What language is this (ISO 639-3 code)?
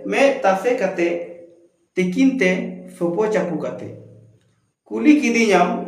sat